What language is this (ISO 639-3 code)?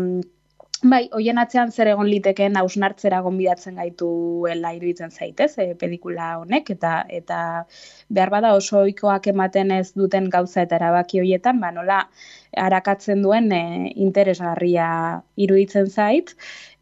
eus